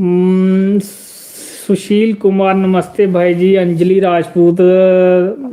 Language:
Dogri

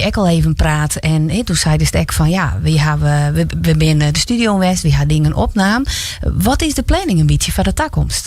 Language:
Western Frisian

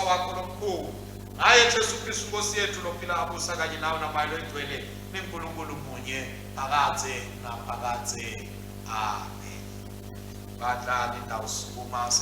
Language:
Swati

